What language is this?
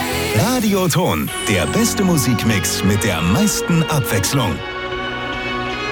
German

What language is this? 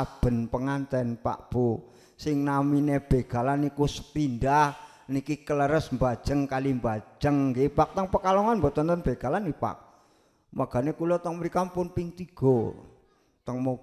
Javanese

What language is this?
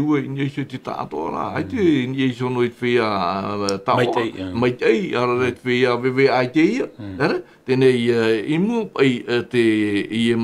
Tahitian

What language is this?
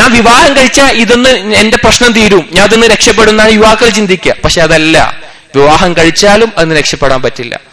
Malayalam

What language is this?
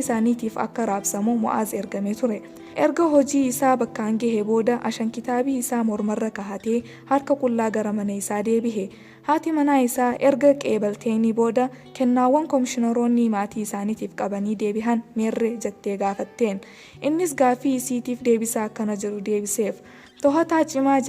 Oromo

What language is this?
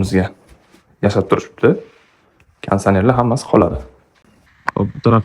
Uzbek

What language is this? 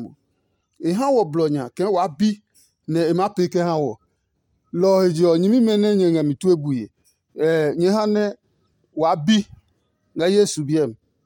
Adangme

